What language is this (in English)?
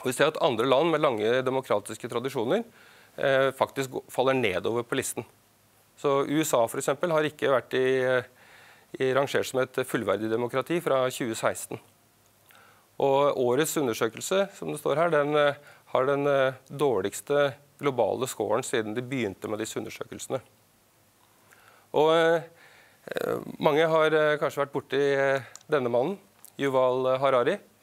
Norwegian